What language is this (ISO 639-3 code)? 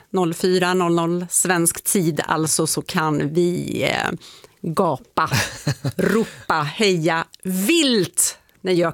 swe